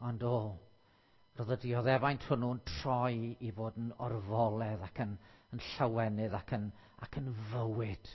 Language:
Welsh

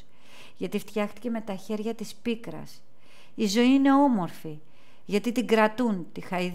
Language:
Greek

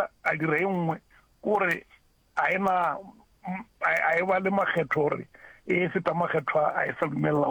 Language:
Northern Sotho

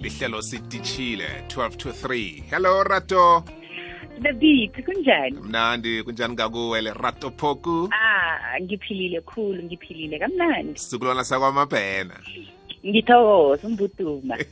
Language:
South Ndebele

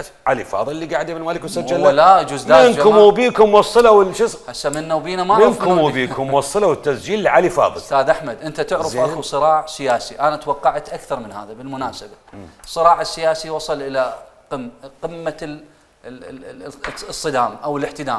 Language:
Mesopotamian Arabic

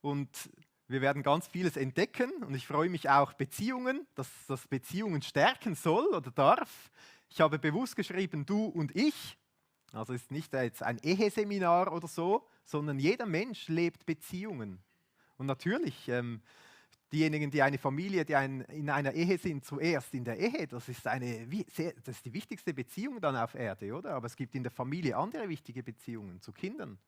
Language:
Swiss German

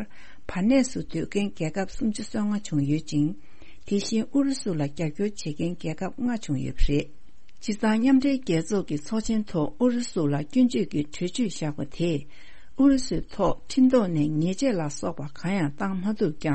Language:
Tibetan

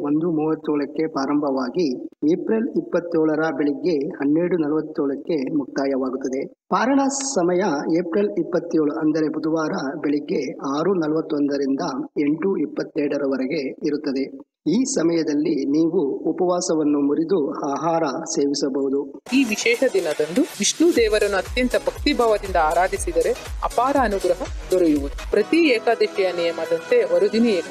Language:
Kannada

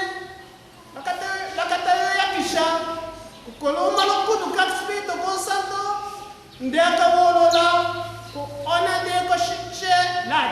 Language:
Tetela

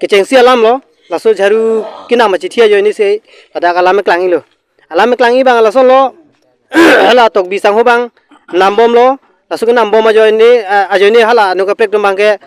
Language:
Karbi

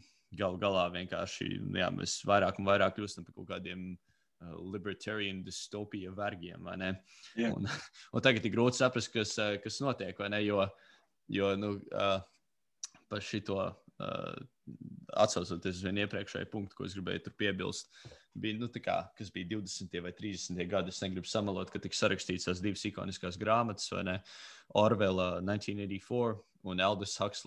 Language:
Latvian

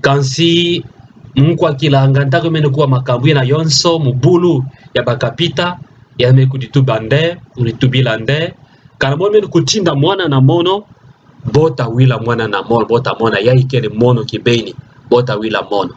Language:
Kituba (Democratic Republic of Congo)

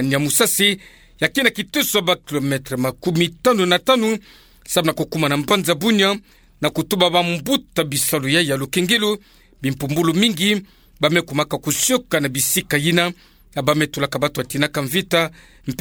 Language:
Kituba (Democratic Republic of Congo)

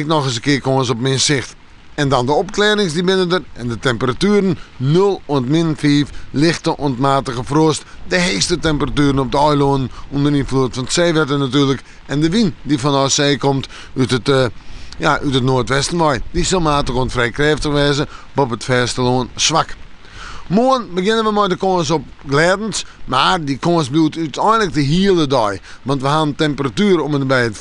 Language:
Western Frisian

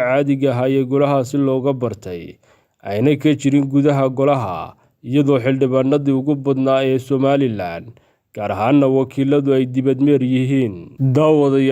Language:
Somali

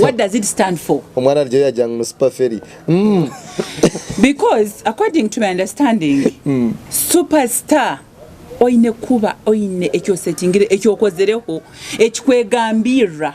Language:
Nyankole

